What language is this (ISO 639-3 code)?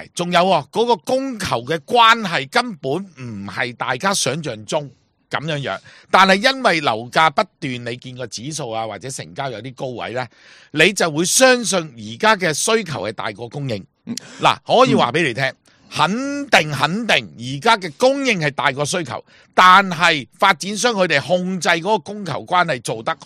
yue